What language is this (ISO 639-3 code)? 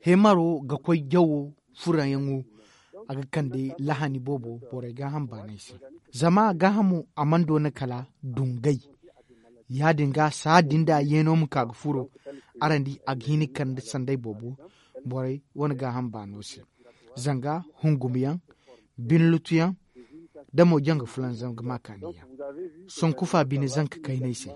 dje